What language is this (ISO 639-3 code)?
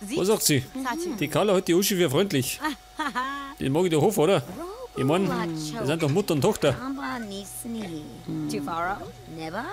bar